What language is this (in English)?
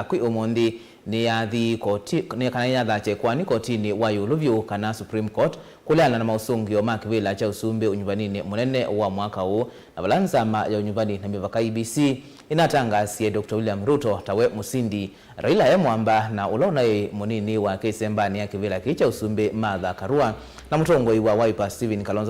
Kamba